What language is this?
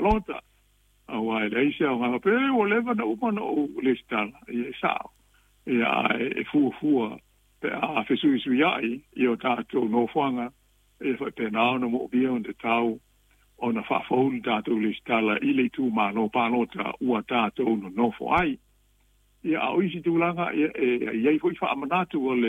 Samoan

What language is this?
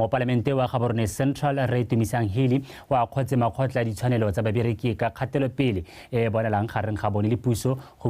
Tswana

